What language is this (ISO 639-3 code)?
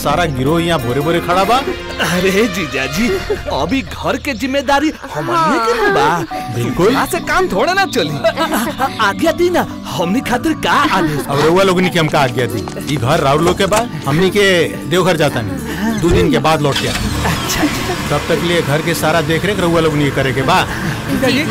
bho